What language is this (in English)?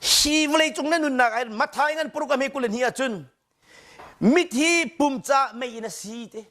Hakha Chin